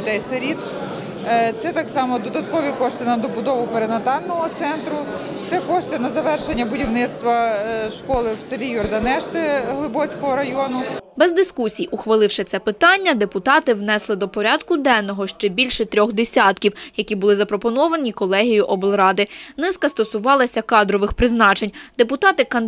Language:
Ukrainian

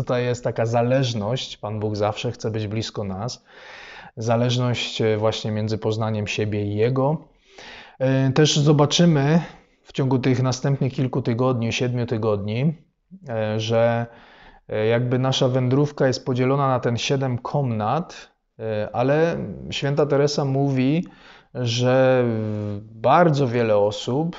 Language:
Polish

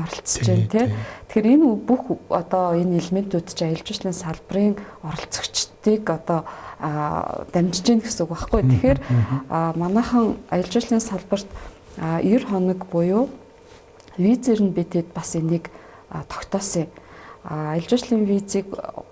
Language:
Mongolian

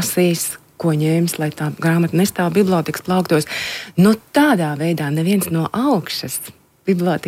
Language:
Latvian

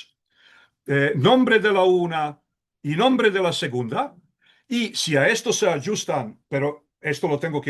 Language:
Ladino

